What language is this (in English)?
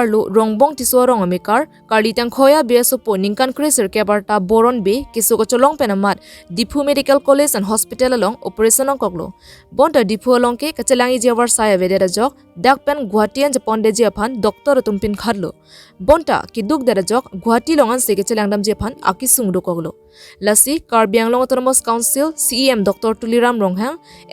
Karbi